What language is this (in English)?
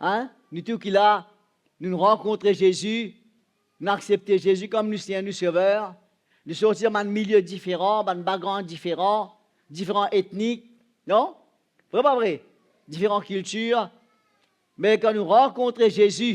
Morisyen